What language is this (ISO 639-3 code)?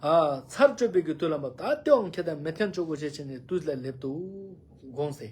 lbj